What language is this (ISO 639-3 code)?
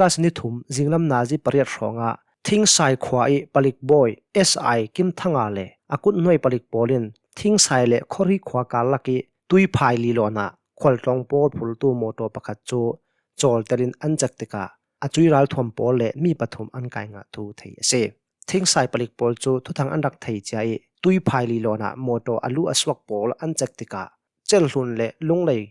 cnh